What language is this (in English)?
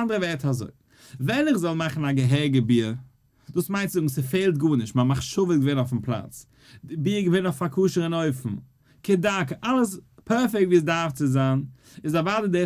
Yiddish